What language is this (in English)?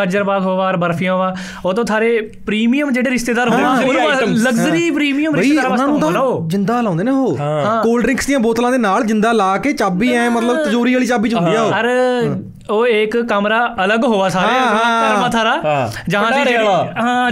Punjabi